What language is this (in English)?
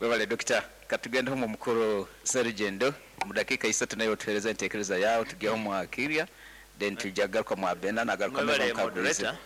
Nyankole